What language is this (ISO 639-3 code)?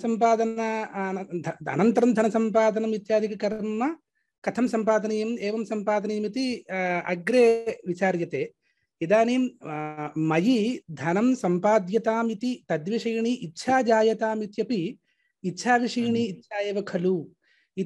san